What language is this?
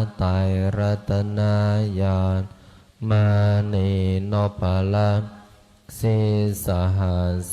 Pali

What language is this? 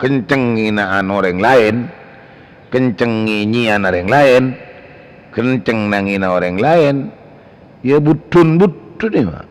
Madurese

